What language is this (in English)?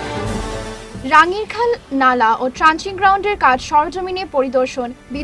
Bangla